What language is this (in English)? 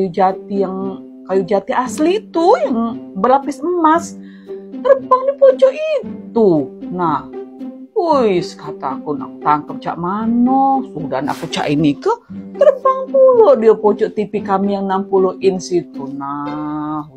Musi